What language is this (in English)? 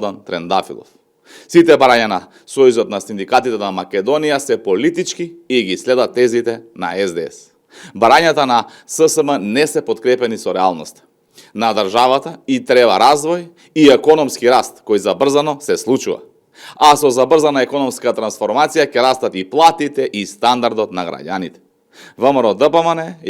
Macedonian